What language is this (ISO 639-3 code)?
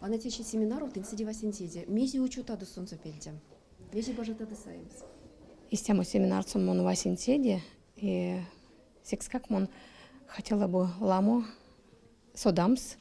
myv